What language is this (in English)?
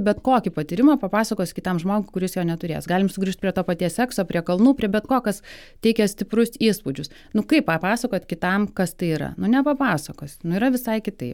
Lithuanian